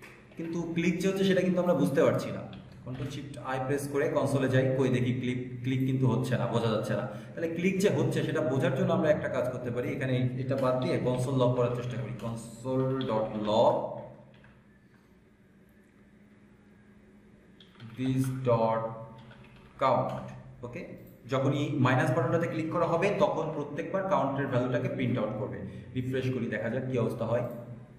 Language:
Bangla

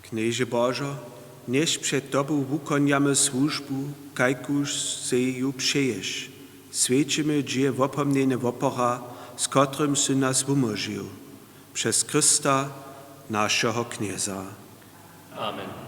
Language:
Upper Sorbian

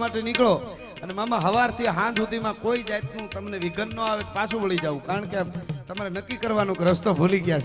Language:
Gujarati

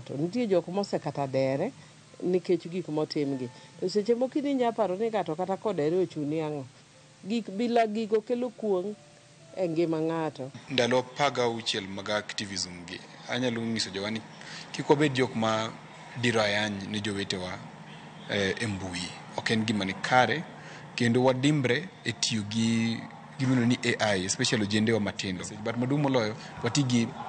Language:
Luo (Kenya and Tanzania)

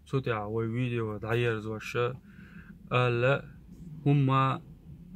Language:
Chechen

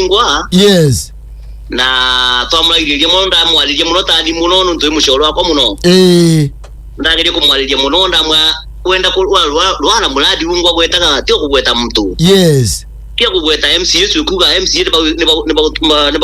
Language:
Meru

